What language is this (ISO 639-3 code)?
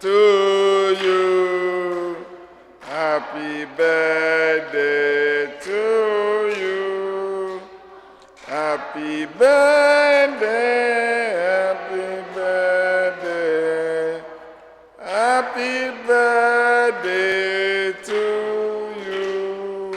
ibo